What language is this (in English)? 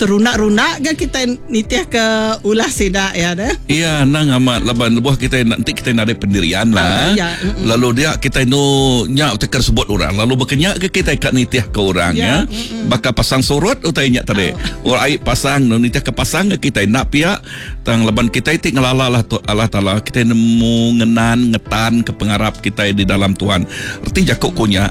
Iban